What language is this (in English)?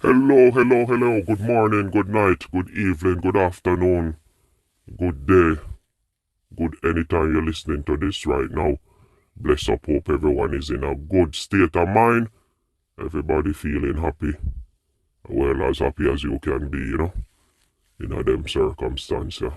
Jamaican Creole English